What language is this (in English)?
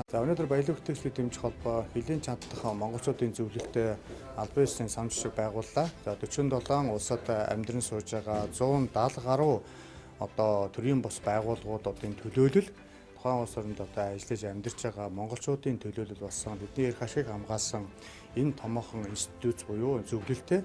Mongolian